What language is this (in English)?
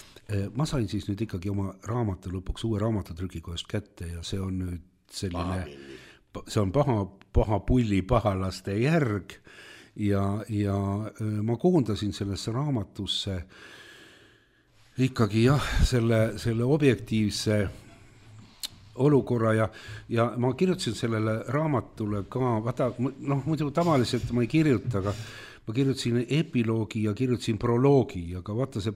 Estonian